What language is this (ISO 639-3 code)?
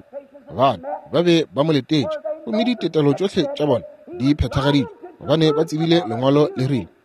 nso